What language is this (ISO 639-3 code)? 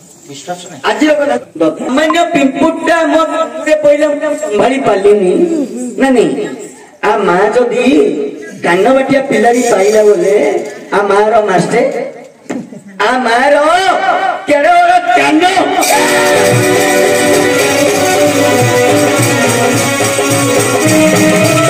ori